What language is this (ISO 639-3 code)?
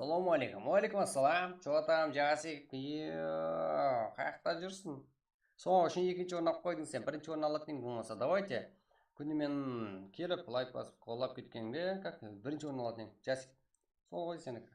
kaa